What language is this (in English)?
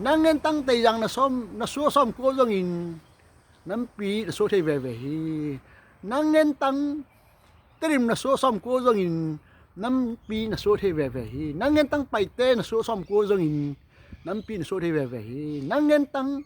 Tedim Chin